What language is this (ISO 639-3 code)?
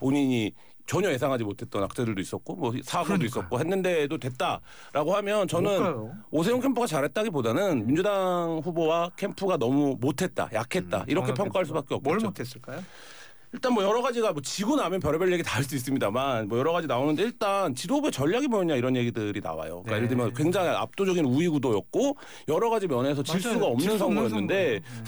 kor